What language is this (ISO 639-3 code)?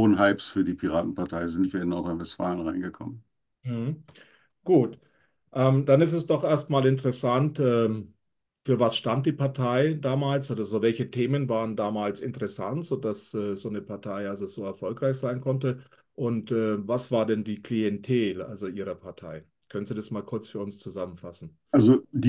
deu